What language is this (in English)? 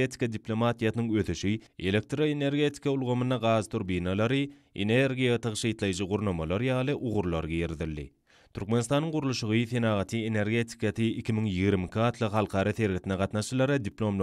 Turkmen